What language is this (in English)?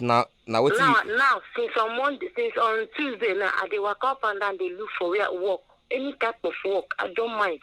Nigerian Pidgin